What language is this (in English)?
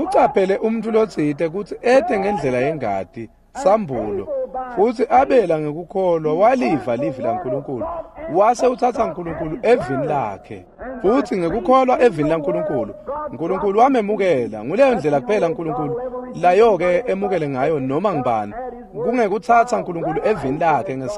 Swati